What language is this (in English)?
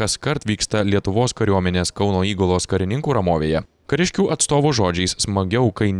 Lithuanian